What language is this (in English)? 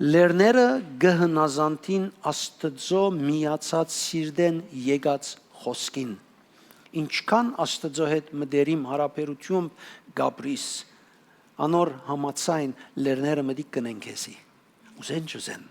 Western Armenian